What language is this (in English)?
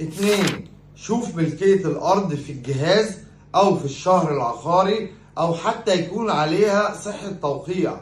Egyptian Arabic